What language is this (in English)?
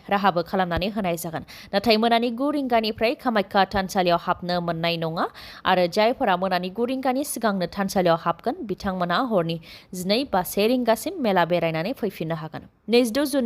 Bodo